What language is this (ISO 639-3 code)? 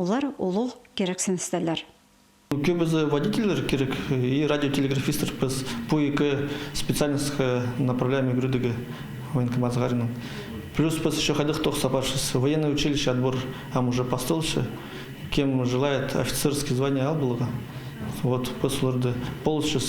kjh